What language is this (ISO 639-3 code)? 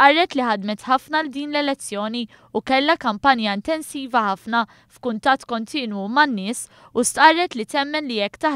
mlt